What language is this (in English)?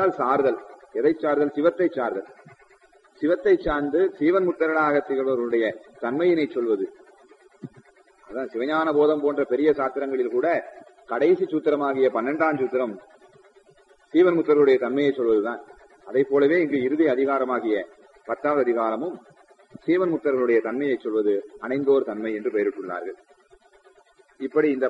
Tamil